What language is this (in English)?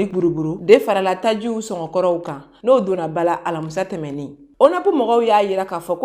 Bambara